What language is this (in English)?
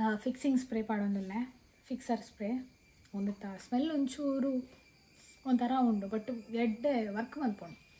Tulu